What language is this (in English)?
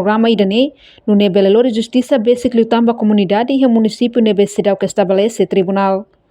Tetum